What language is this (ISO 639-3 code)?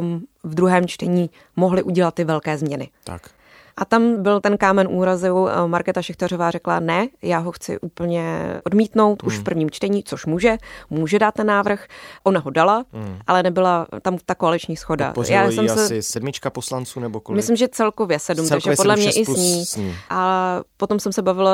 ces